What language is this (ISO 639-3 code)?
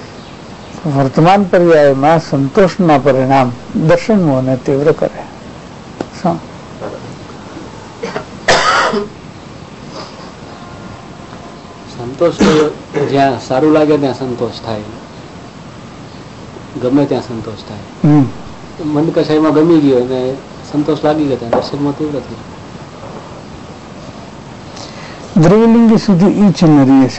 guj